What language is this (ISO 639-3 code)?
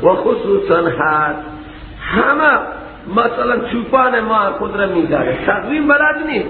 fas